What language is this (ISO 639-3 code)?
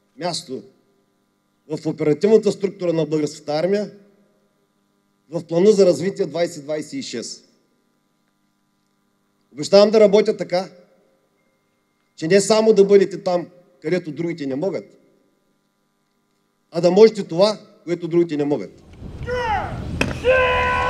bul